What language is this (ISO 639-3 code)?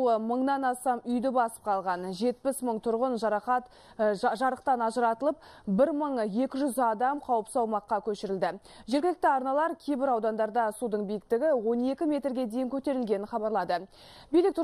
kaz